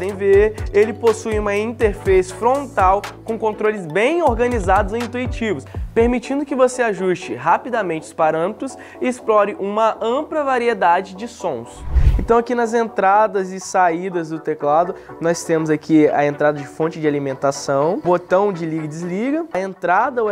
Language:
Portuguese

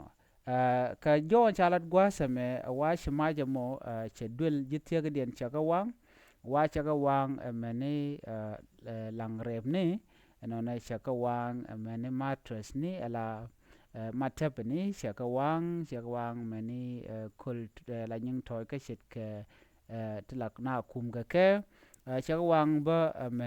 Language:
Nuer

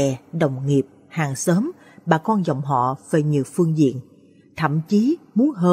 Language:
Vietnamese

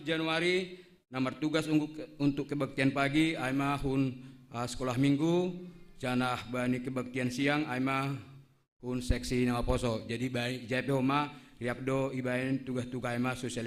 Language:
Batak Simalungun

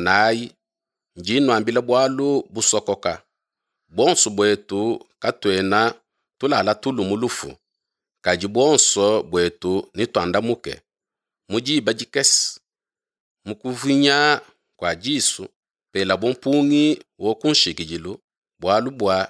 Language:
Luba-Lulua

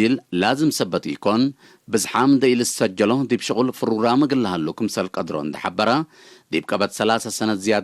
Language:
Tigre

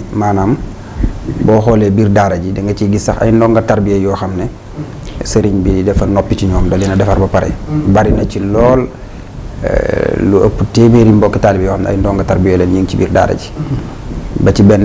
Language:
Wolof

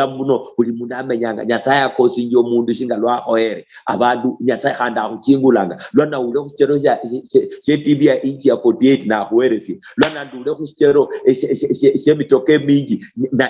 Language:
Luyia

